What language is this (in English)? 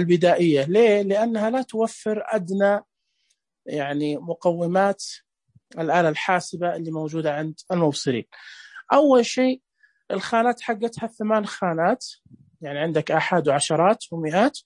Najdi Arabic